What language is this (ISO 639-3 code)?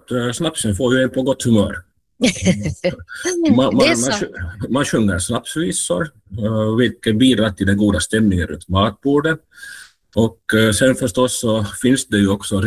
swe